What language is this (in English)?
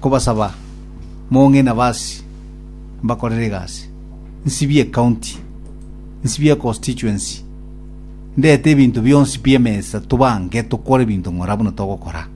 Gusii